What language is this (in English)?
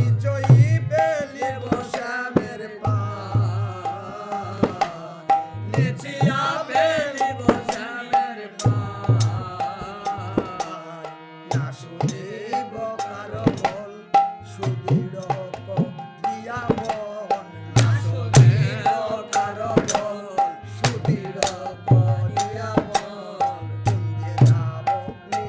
Bangla